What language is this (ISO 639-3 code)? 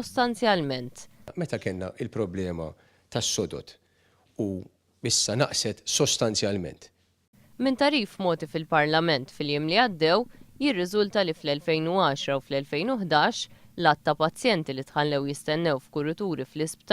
mlt